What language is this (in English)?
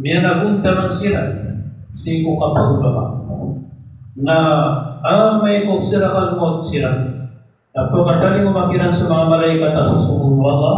Maranao